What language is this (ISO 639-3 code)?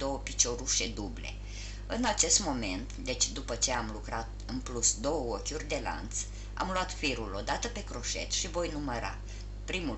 ron